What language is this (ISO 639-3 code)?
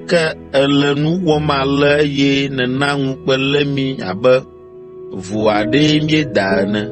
ewe